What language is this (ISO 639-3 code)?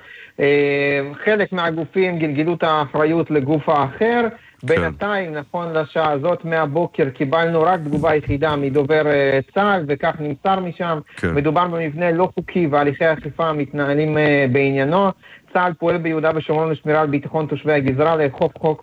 heb